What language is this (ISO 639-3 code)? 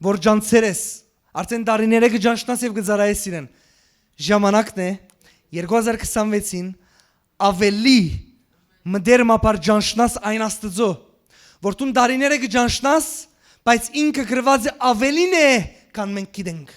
hyw